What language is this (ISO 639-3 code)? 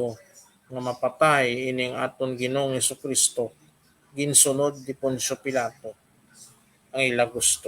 hil